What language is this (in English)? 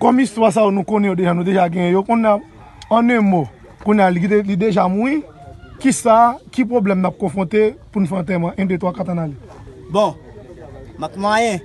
Haitian Creole